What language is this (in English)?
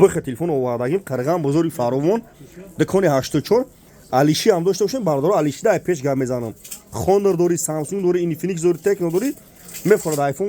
Tajik